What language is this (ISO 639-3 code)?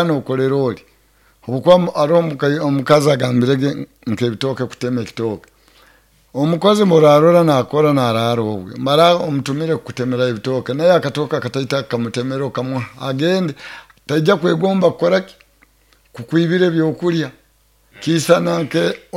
nyo